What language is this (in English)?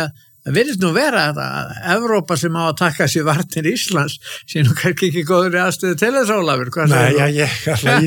Icelandic